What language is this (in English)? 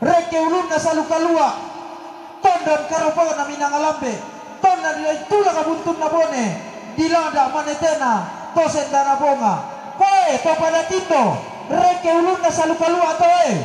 Toraja-Sa'dan